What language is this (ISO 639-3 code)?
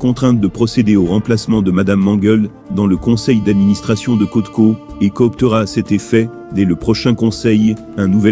fra